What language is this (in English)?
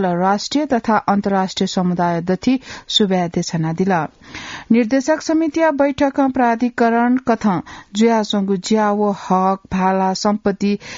Newari